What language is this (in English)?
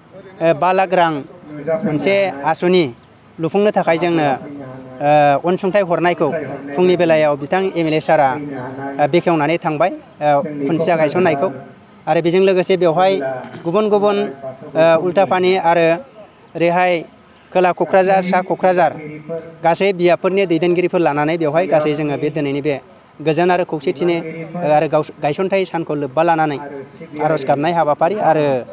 Bodo